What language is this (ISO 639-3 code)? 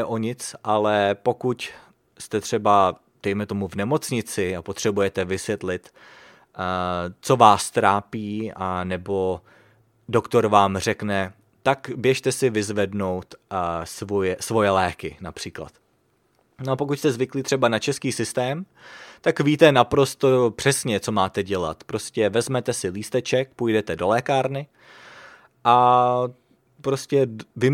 ces